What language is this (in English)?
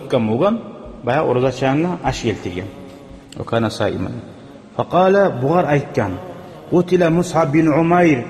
Kumyk